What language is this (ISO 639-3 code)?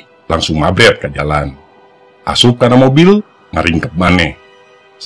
sun